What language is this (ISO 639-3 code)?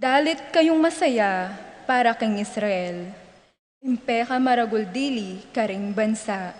pam